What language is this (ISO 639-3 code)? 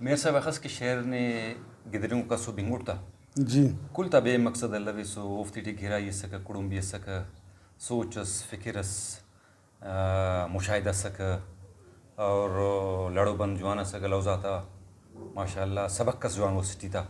brh